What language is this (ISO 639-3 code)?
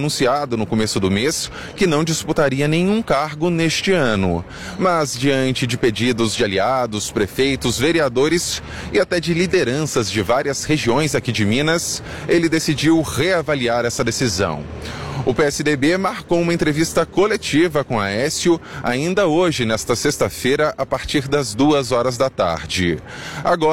por